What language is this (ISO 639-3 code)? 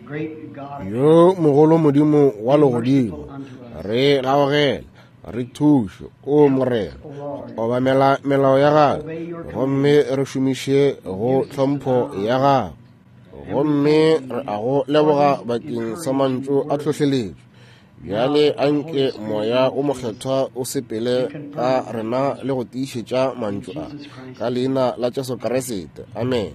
nso